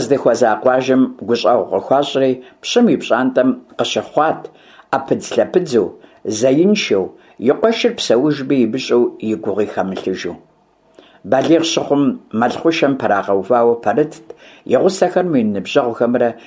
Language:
Kabardian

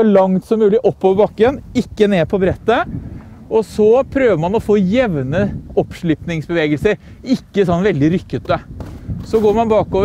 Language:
Norwegian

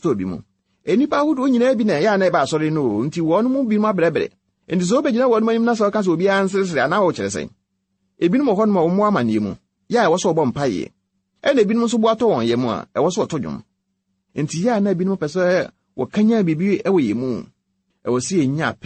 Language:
Akan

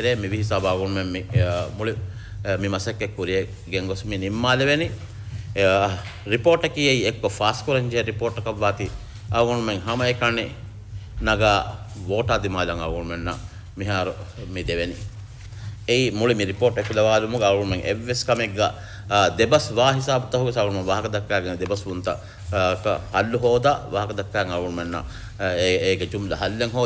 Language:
Divehi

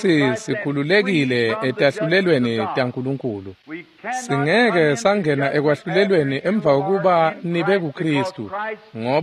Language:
Swati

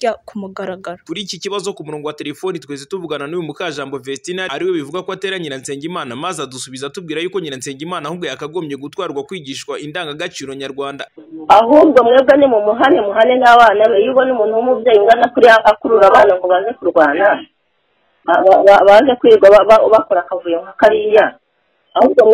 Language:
Kinyarwanda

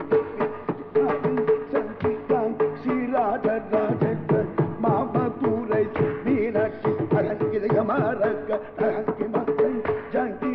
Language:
Tamil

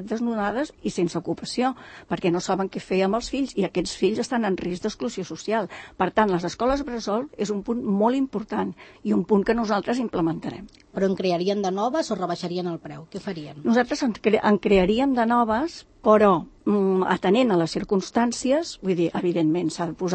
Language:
Catalan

